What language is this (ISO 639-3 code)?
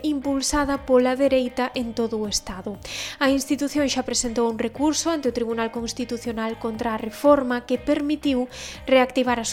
glg